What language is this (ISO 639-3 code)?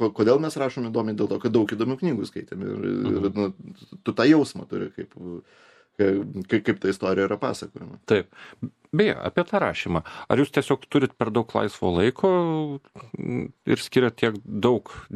lit